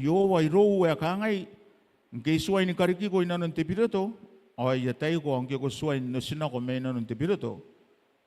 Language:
Gilbertese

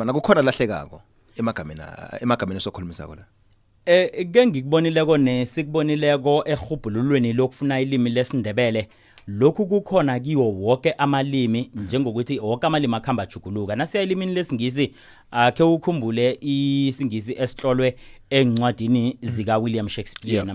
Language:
South Ndebele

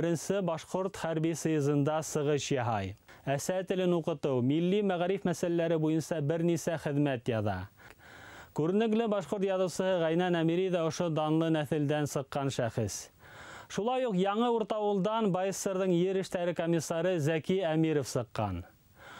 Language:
Bashkir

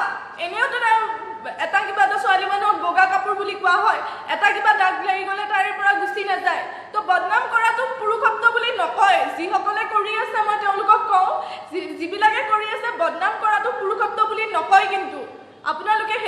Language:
Assamese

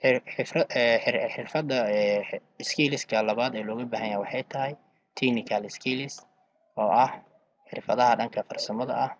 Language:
Somali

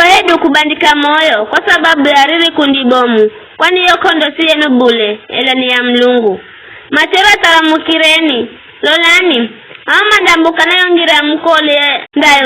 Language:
Giryama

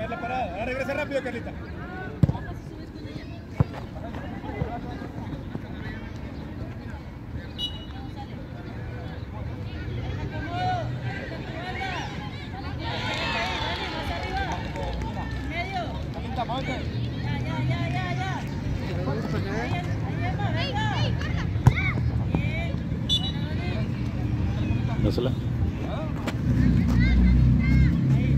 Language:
Spanish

